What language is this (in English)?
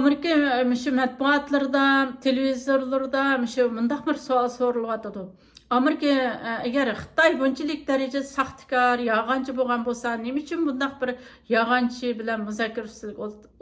Uyghur